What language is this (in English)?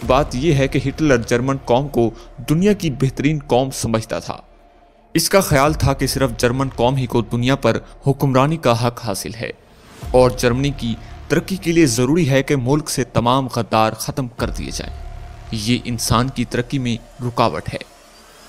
Urdu